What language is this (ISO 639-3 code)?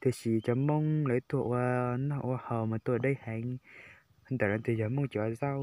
hmn